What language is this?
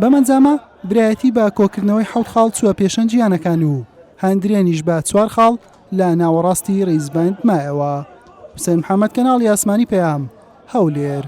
Central Kurdish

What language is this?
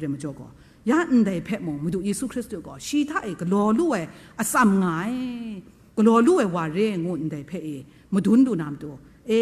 Kachin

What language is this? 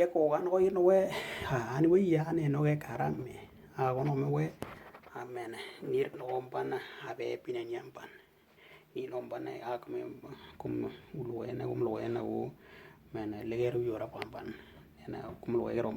Western Dani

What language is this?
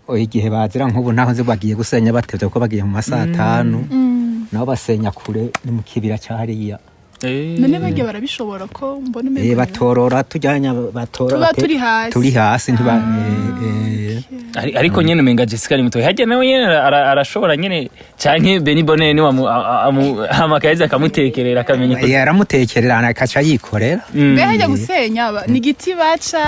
Rundi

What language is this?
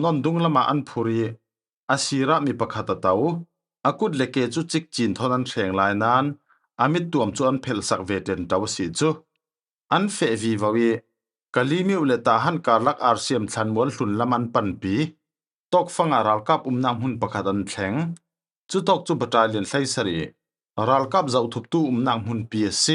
Falam Chin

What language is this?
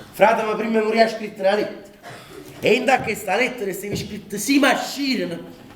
Neapolitan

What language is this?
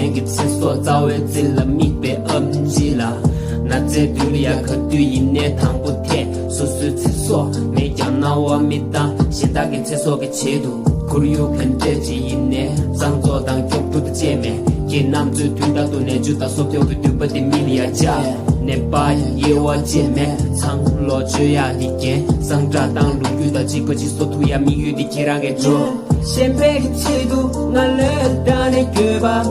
Tibetan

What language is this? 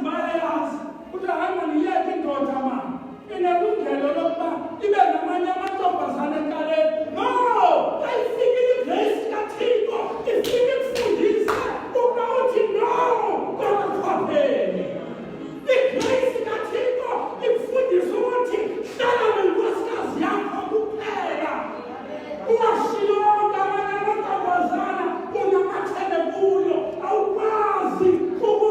Xhosa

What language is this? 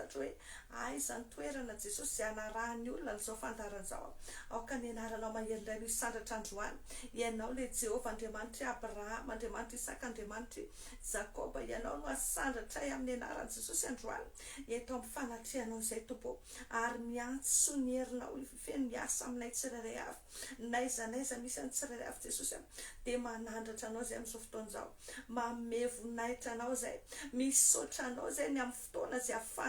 Malagasy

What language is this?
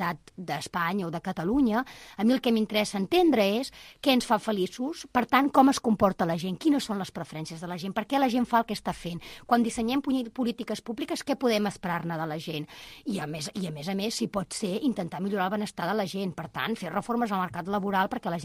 Catalan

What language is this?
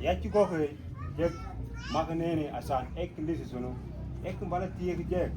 Mabaan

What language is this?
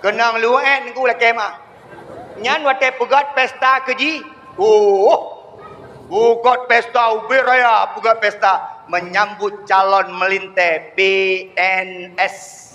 Achinese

